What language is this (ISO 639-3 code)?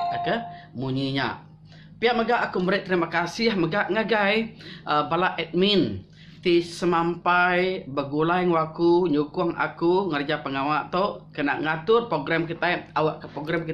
iba